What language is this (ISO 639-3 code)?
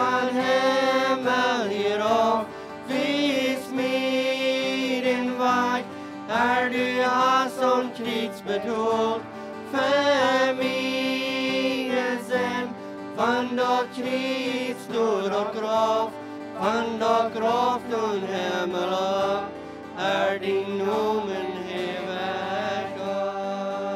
pdt